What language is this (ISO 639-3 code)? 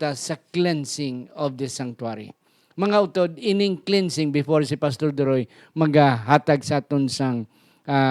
hil